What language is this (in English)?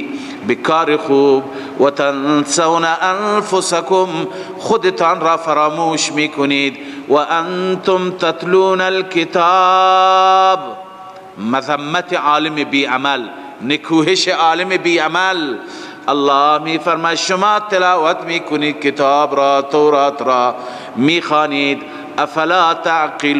Persian